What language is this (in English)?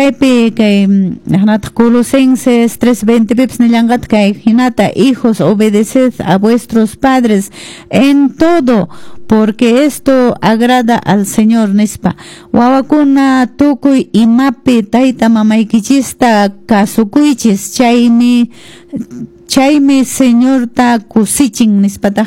Quechua